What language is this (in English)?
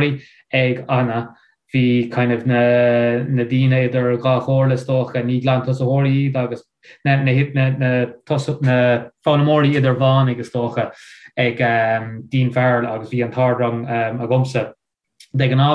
Irish